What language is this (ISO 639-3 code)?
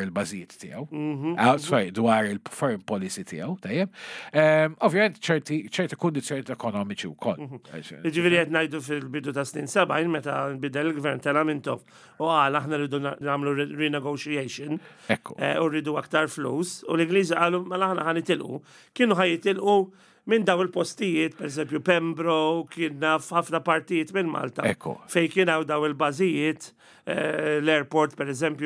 mlt